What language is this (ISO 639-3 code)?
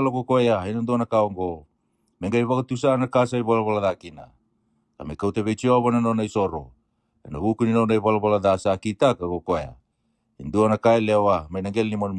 fij